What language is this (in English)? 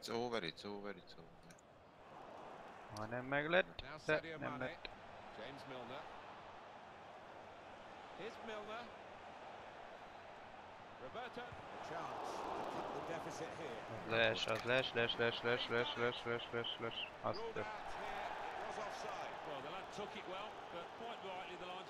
Hungarian